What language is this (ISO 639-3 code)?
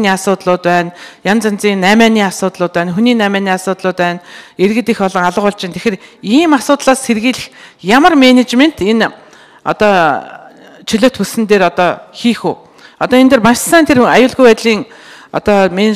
mon